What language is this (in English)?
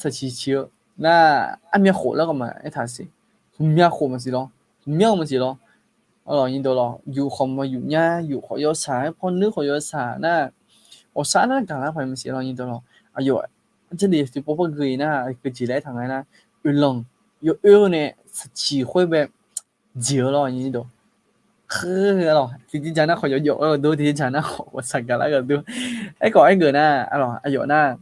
Akha